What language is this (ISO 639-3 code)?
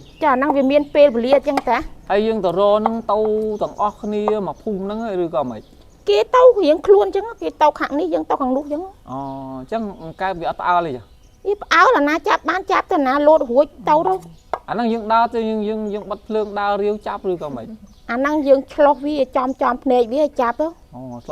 khm